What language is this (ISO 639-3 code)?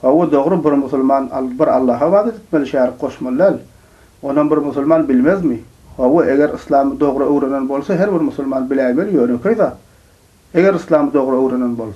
tuk